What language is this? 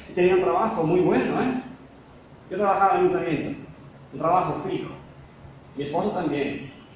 Spanish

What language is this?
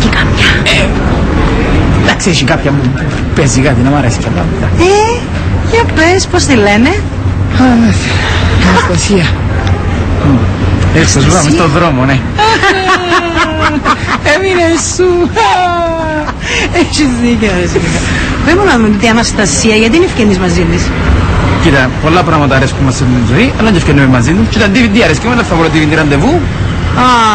Greek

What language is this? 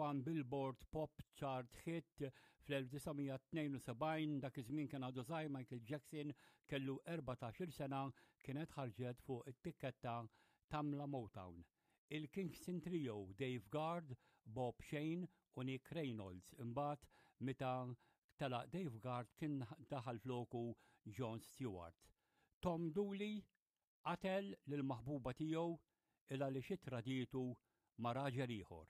Maltese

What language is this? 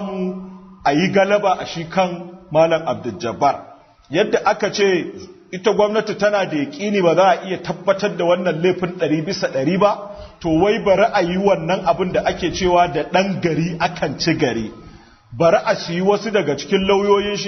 Hausa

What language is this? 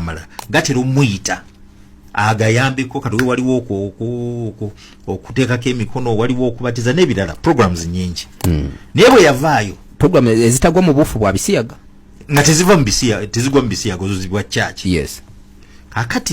Ganda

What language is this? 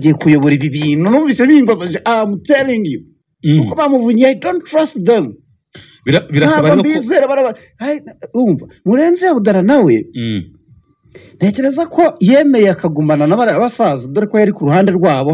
Kinyarwanda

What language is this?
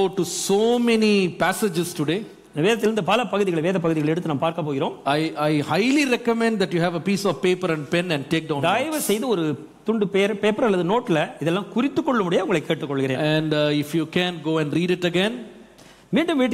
Tamil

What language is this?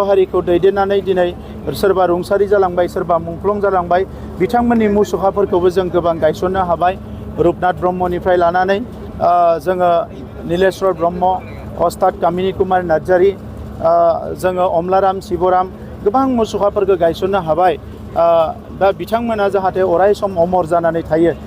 Bodo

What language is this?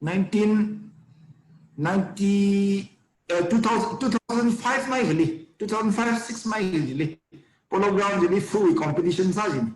Tangkhul Naga (India)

